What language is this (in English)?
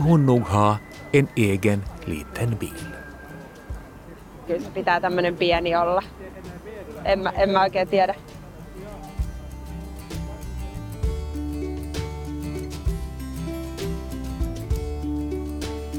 Swedish